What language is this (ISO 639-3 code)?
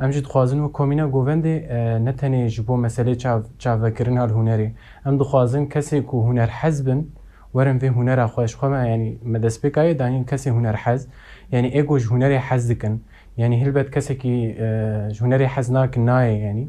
kur